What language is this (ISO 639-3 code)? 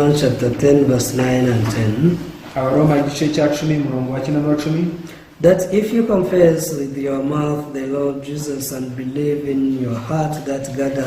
kin